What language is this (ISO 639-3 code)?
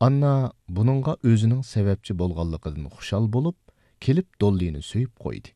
uig